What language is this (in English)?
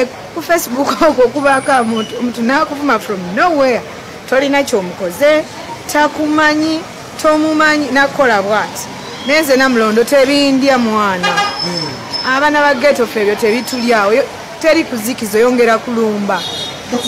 Ganda